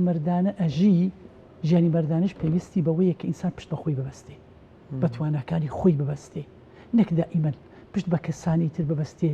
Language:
Central Kurdish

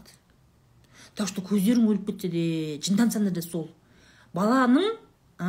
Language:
Kazakh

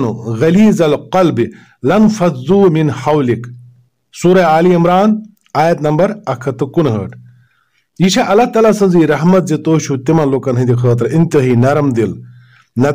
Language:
Kashmiri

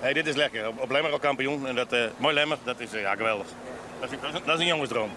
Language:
Western Frisian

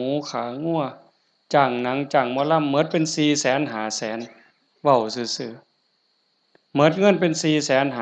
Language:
Northeastern Thai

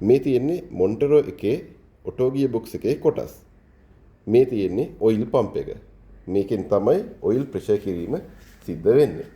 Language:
Sinhala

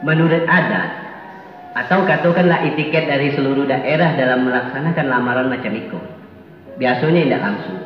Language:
Minangkabau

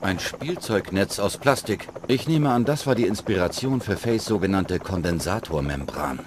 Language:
Bavarian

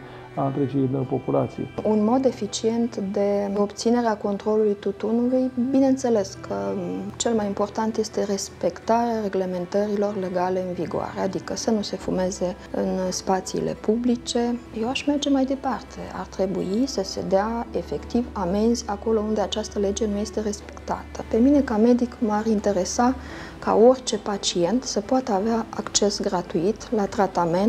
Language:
Romanian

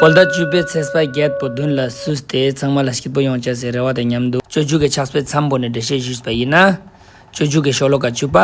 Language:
Ladakhi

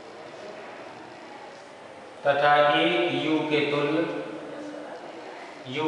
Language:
Hindi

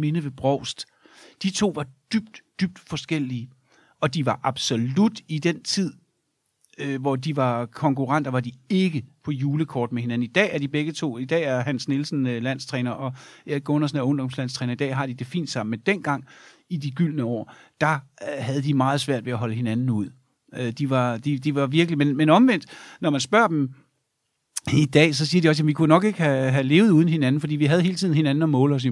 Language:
Danish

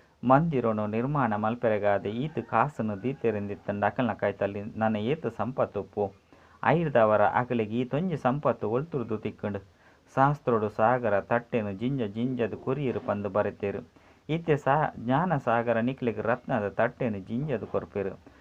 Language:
Tulu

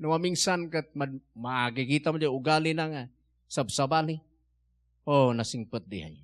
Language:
Iloko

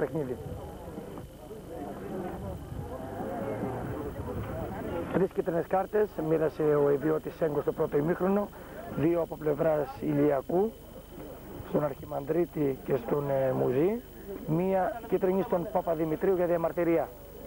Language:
Greek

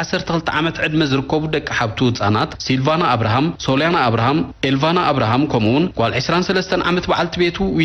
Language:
Tigrinya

